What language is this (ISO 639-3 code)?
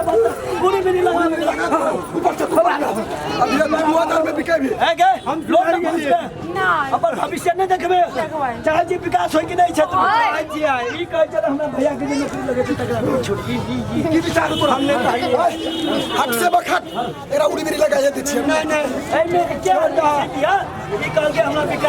mai